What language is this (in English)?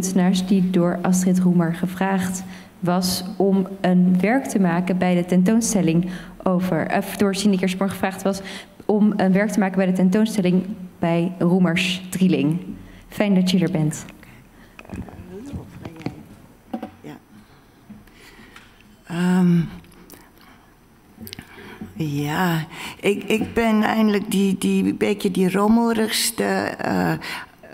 Dutch